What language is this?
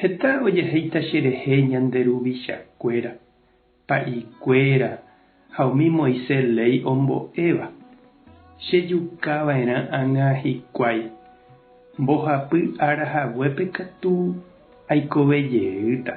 Guarani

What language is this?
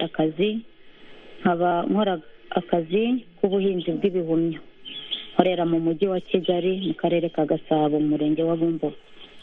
Kinyarwanda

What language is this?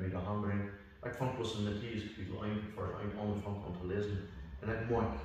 Plautdietsch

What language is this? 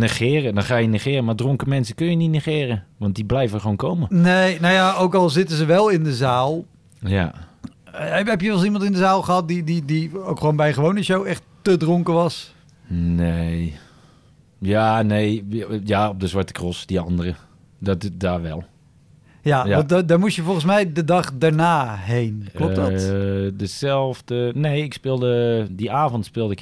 Dutch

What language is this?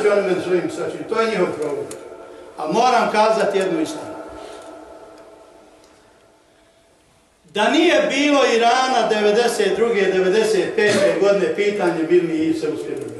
Bosnian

